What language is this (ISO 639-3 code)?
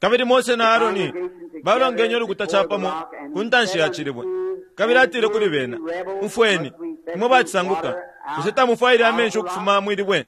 bem